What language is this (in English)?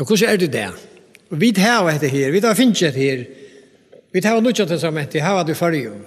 Faroese